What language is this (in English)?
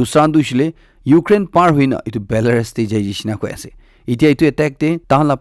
Naga Pidgin